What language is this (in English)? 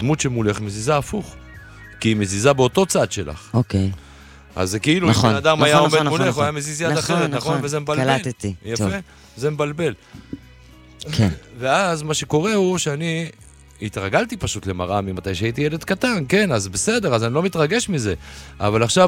Hebrew